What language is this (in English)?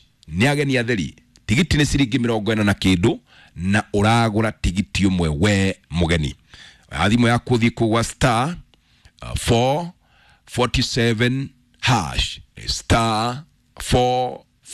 Kikuyu